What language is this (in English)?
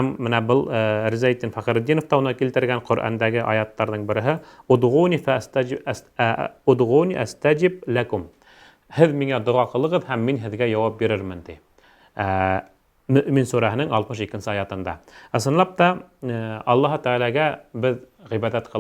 Bashkir